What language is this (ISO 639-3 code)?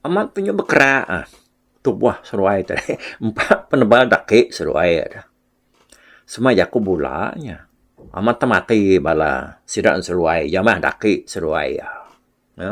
iba